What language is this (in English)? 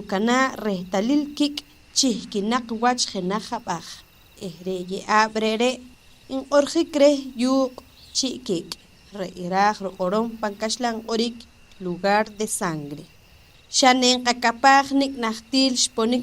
Poqomchi'